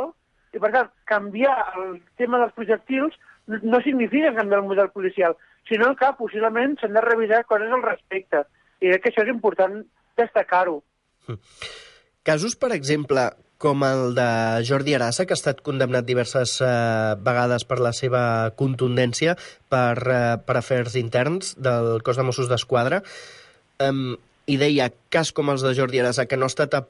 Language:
Catalan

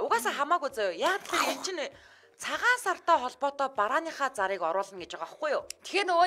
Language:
Mongolian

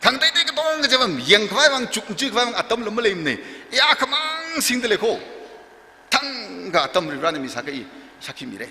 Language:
Tangkhul Naga (India)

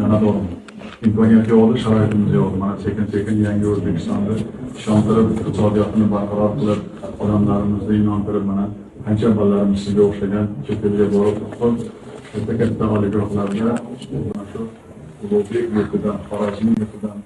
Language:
Uzbek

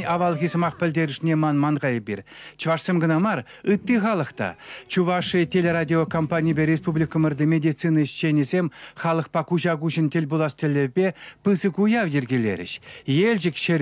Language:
Chuvash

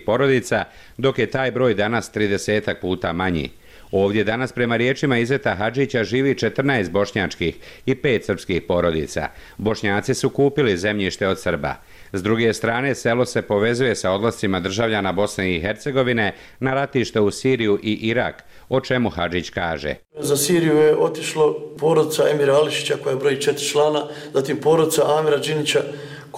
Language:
Bosnian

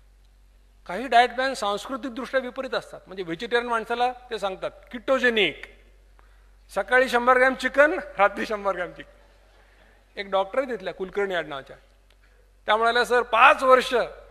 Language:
Marathi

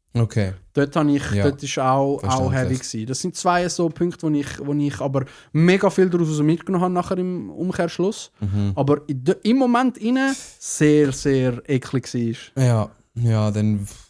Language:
Swiss German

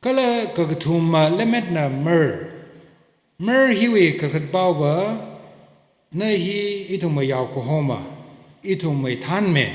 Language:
Tangkhul Naga (India)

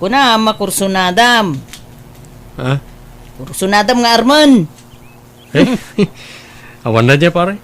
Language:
Iloko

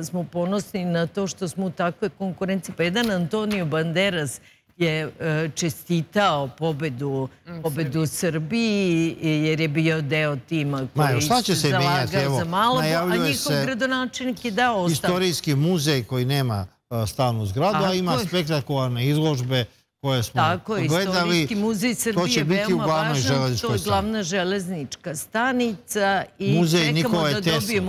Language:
Serbian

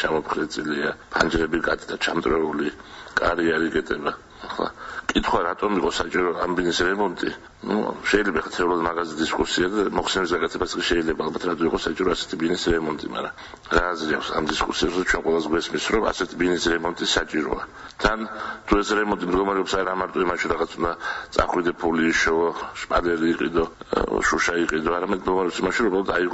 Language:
Georgian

